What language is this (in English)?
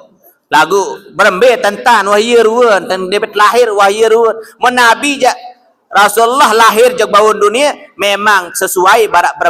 Sasak